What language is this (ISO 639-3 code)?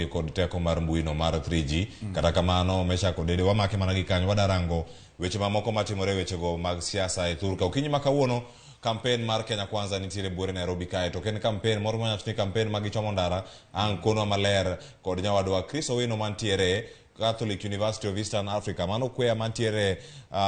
luo